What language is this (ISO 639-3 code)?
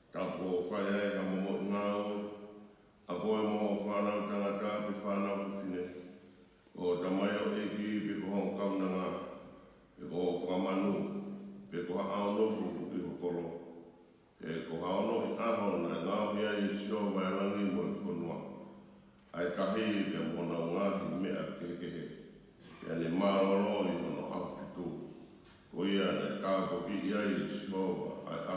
ton